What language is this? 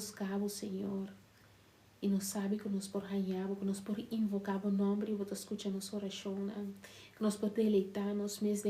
Papiamento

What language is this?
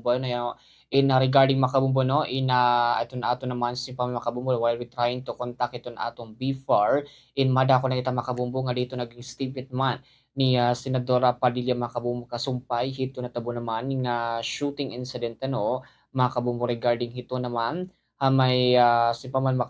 Waray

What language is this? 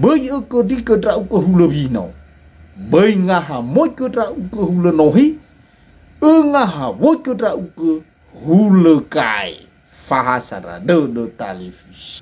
Nias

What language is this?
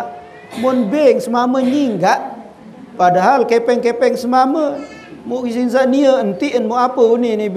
Sasak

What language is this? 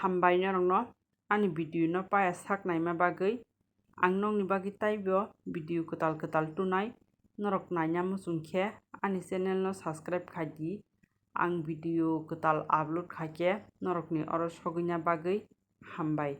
Kok Borok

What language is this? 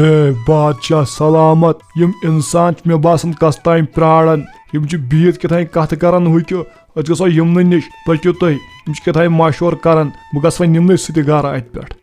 Kashmiri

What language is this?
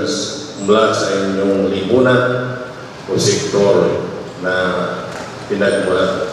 Filipino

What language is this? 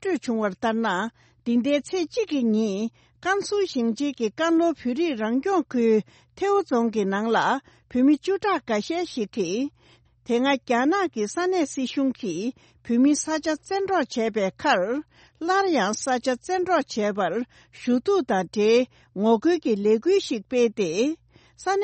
Tibetan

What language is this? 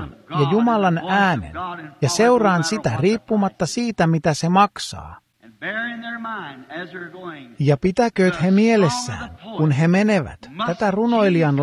Finnish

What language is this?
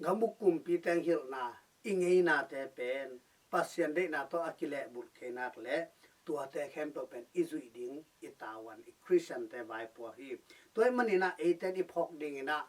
Tedim Chin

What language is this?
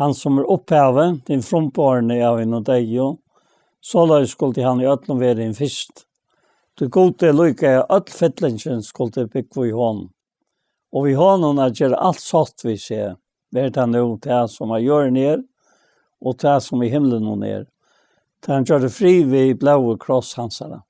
Faroese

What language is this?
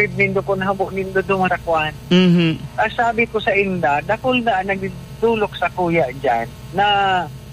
Bikol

